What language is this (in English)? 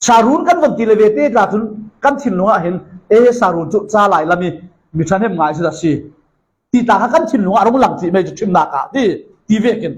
Falam Chin